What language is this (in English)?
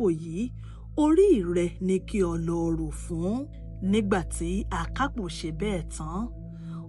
Yoruba